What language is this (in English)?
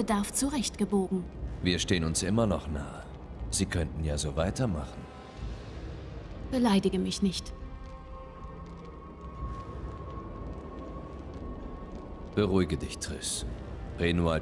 German